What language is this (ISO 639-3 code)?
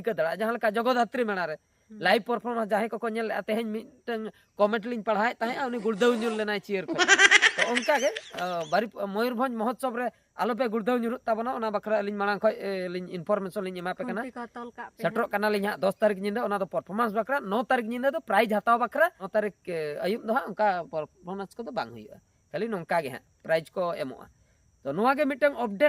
sat